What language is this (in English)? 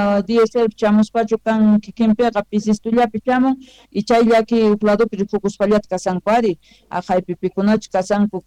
Quechua